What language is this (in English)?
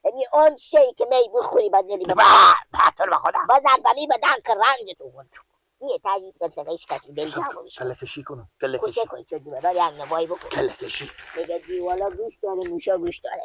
Persian